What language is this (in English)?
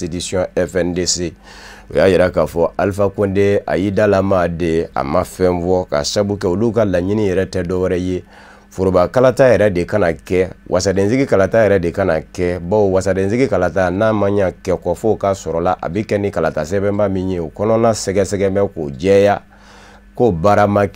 Bambara